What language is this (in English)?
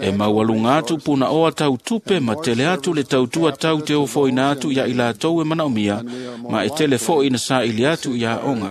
Samoan